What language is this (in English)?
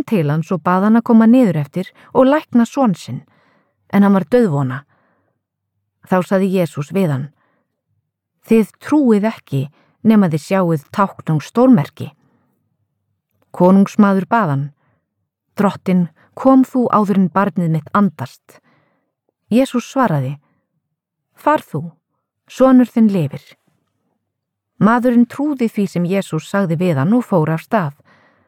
Icelandic